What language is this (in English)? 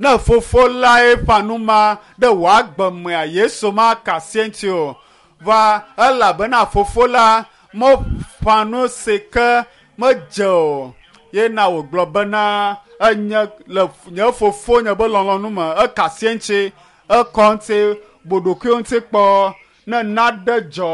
Ewe